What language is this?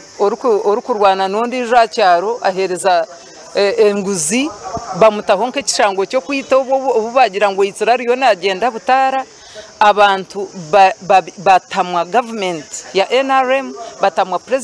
Nyankole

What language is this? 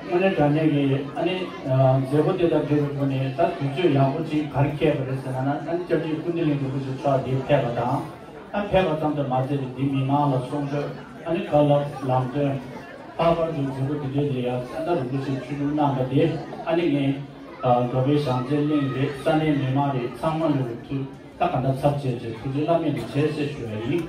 Tibetan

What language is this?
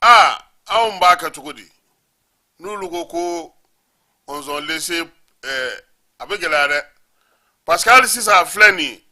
Bambara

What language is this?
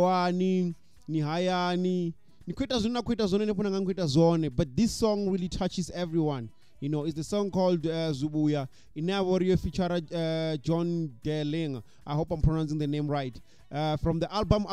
Venda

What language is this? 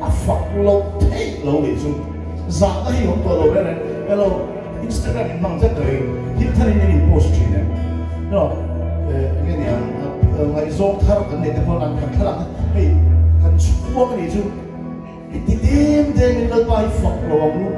Mizo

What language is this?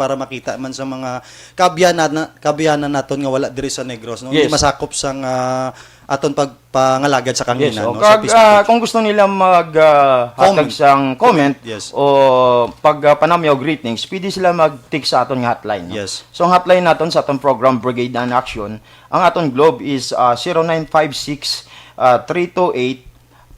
Hiligaynon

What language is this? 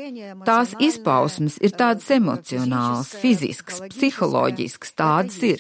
Latvian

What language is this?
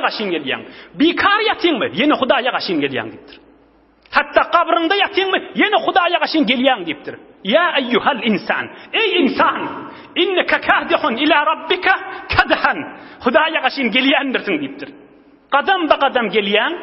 Turkmen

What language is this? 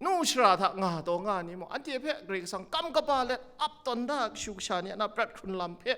Kachin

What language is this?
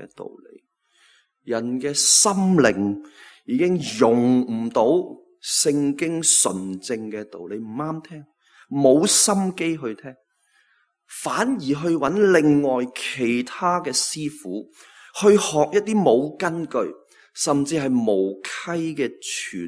Cantonese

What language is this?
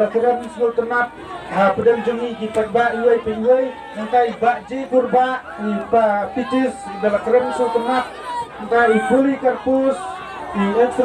Khasi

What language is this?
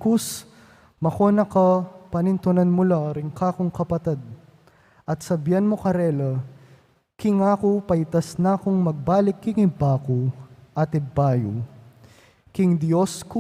Pampanga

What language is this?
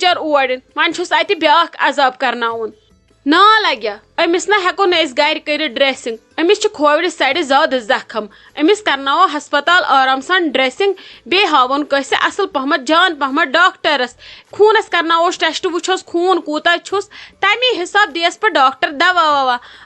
Kashmiri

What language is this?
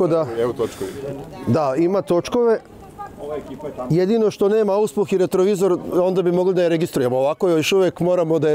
Serbian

